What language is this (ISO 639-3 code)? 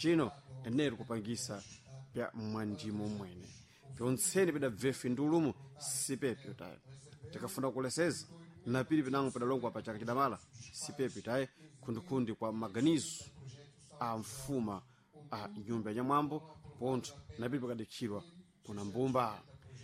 seh